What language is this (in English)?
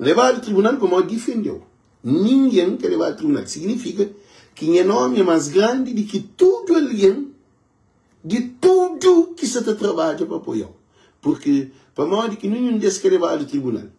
Kabuverdianu